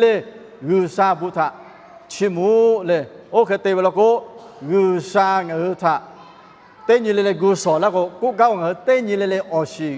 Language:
Lahu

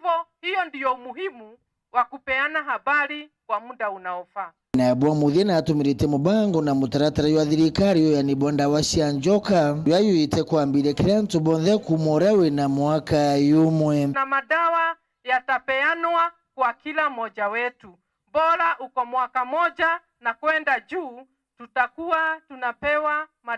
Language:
Meru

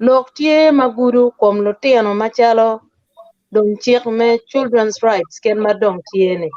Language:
Acoli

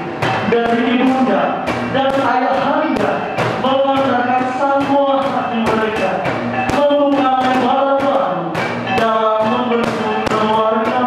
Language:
Nias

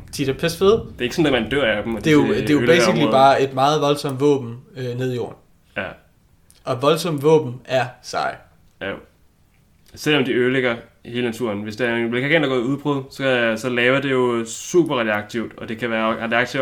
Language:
Danish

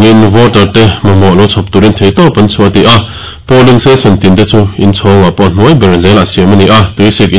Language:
Mizo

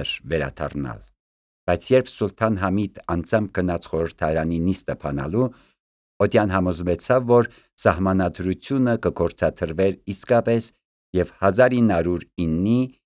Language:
Armenian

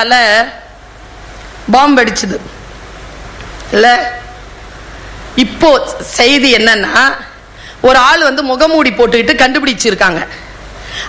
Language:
Tamil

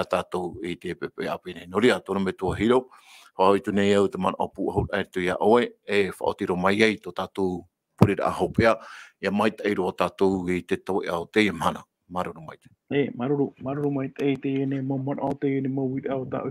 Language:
Tahitian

